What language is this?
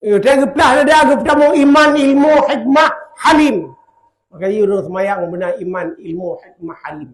Achinese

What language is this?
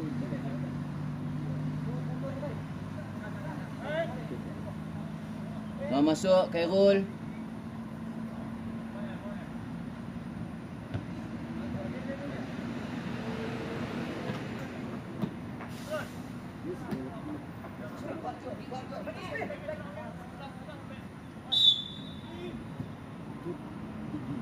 Malay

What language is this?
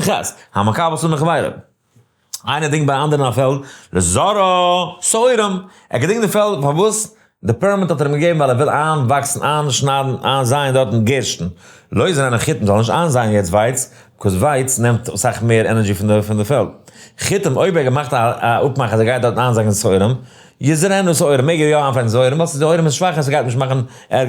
Yiddish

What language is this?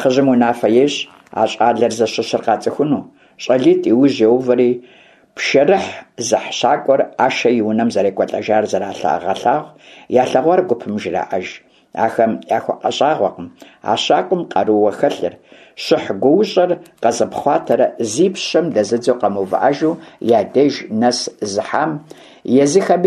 Kabardian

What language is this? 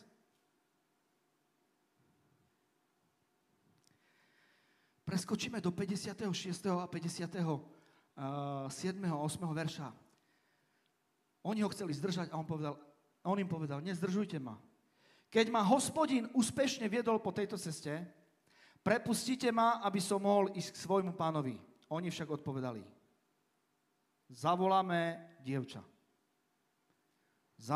Slovak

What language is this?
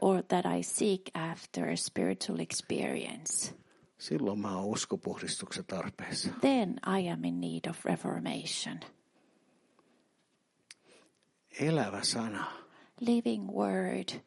Finnish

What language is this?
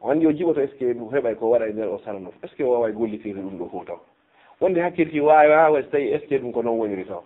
Fula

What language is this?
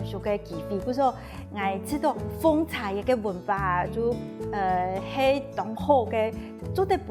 Hakka Chinese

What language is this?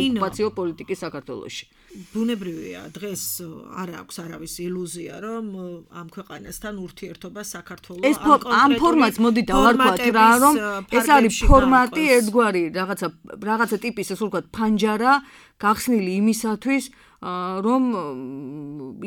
Georgian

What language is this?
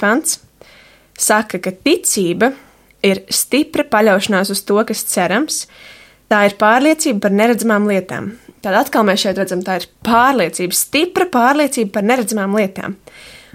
Latvian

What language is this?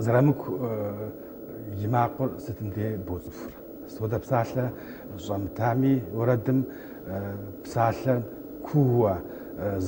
Kabardian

